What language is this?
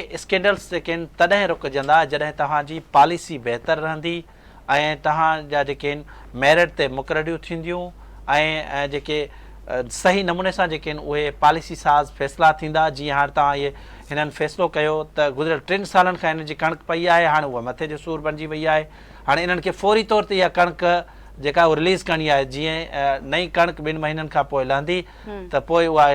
Sindhi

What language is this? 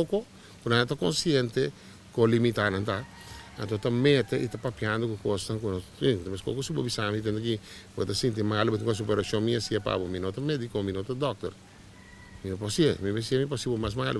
Papiamento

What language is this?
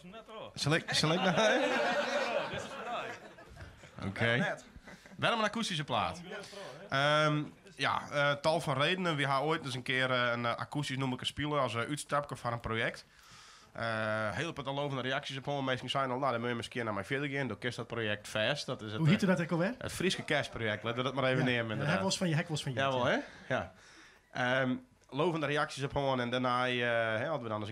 Western Frisian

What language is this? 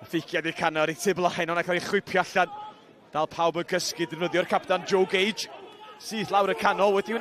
Welsh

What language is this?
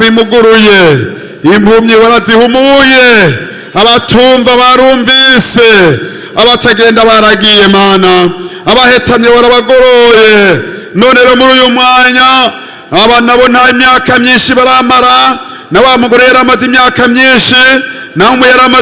Rundi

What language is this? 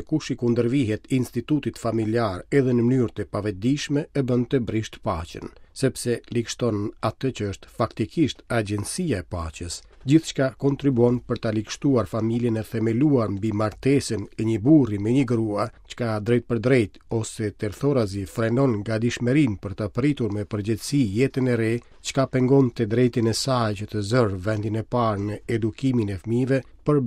Albanian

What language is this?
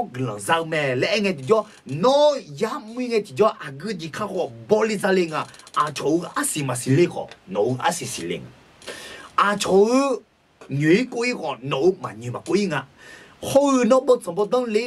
Akha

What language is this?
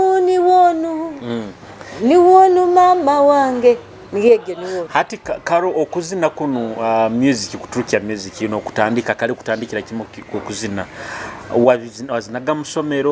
Nyoro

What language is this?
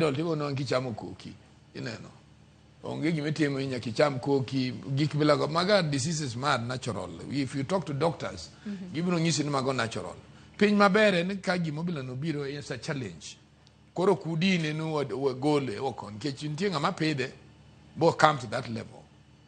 Luo (Kenya and Tanzania)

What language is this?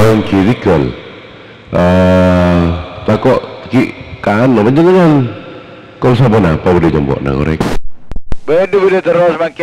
Madurese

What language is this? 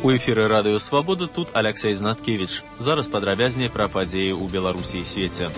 Belarusian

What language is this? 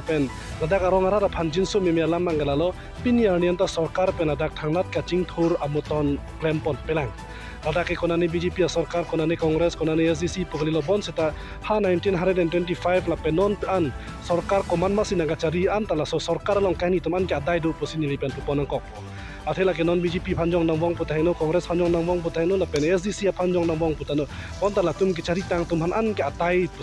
Karbi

